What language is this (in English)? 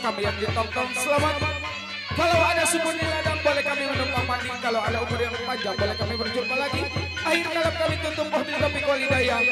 Betawi